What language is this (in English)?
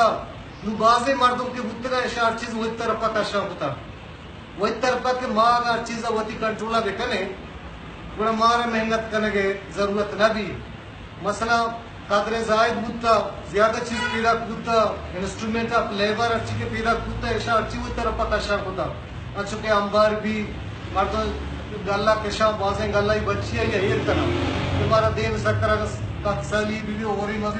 Baluchi